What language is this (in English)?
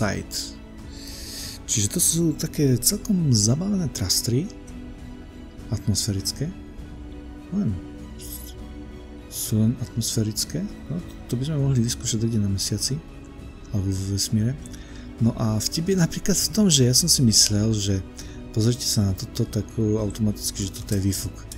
Slovak